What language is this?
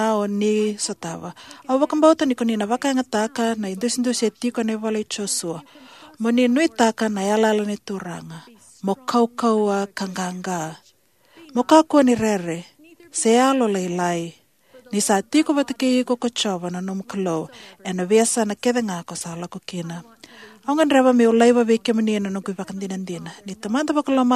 Fijian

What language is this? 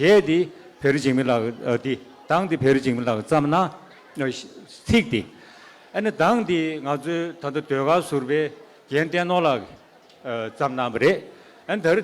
Tibetan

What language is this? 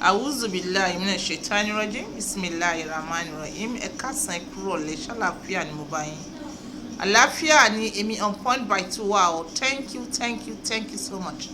Yoruba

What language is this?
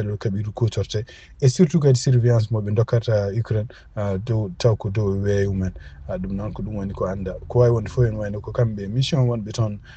Fula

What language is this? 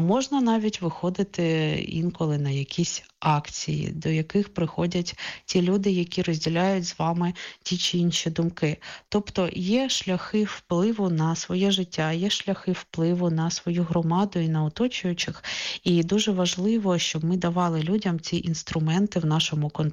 Ukrainian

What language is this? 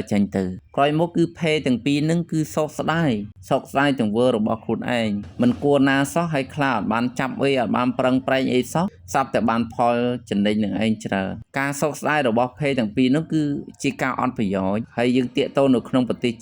Khmer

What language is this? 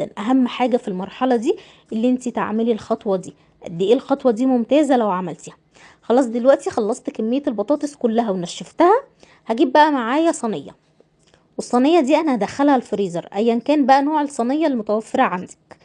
Egyptian Arabic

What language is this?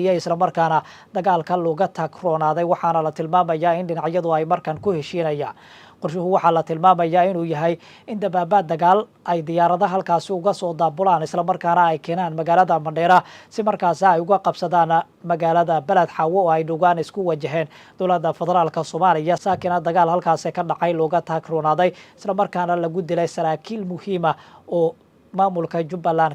Somali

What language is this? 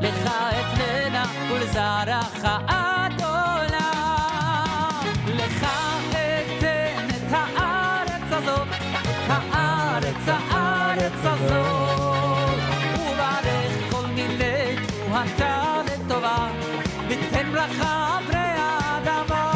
Yiddish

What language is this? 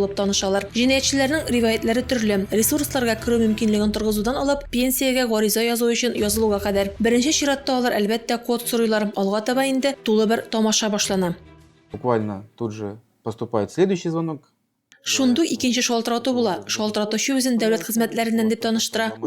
Tatar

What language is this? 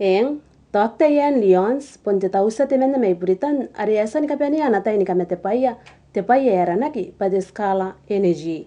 Gilbertese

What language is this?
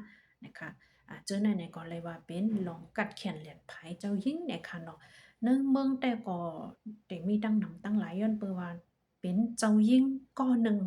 Shan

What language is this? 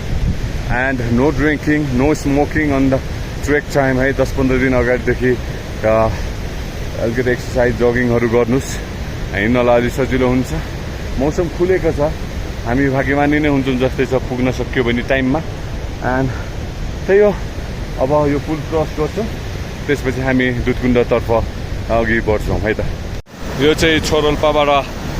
Nepali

